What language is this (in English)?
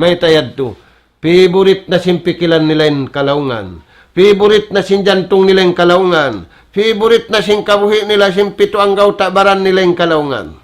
Tausug